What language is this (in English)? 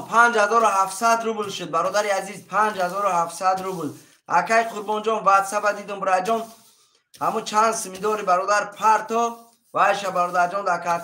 Tajik